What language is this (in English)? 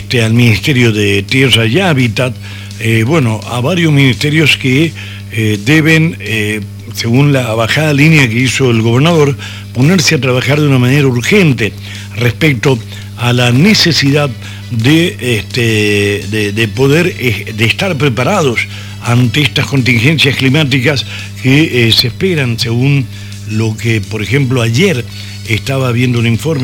Spanish